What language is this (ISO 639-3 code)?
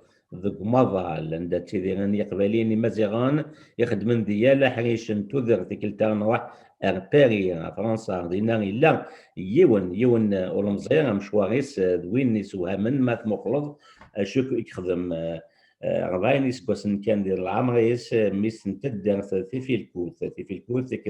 kab